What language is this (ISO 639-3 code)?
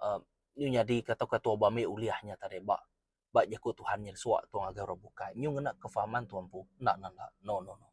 iba